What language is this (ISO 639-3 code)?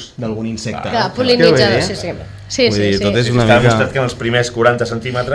cat